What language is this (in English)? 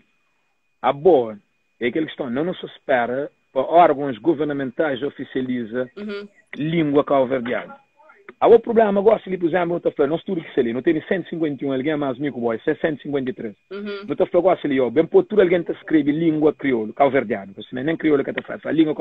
Kabuverdianu